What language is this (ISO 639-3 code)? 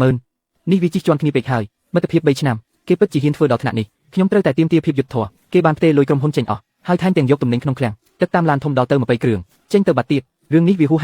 khm